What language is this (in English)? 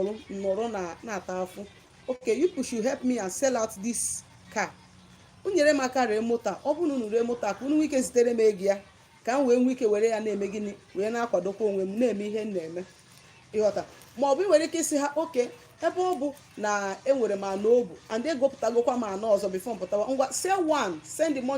Igbo